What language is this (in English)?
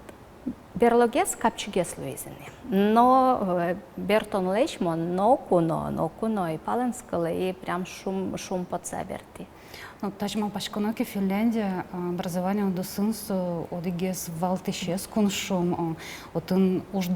Udmurt